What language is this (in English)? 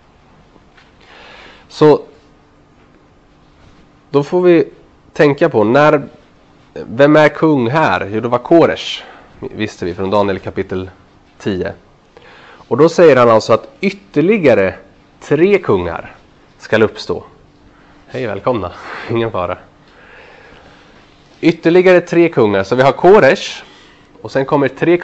Swedish